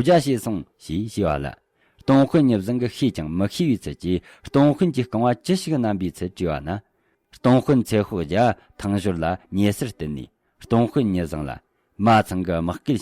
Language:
Tibetan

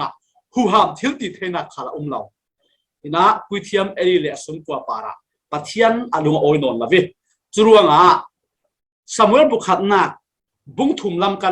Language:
Falam Chin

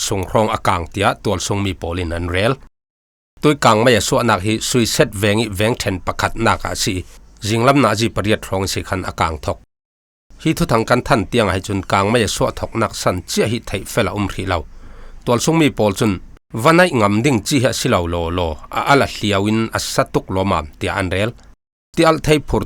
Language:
Falam Chin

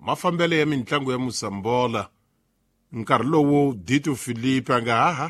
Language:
Tsonga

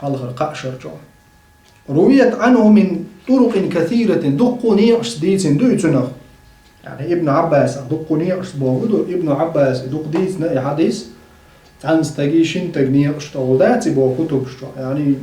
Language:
Chechen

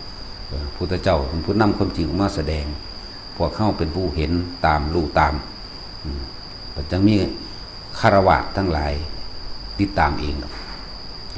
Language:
Northeastern Thai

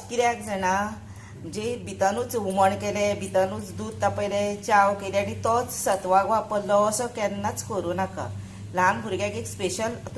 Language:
Konkani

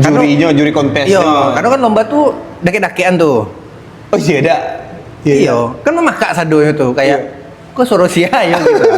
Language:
Minangkabau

